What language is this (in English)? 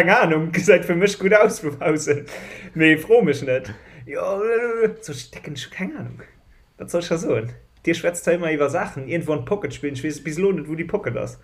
Luxembourgish